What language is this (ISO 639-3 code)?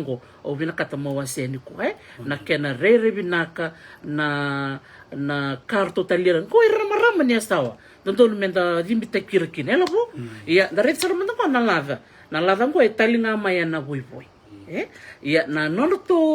fij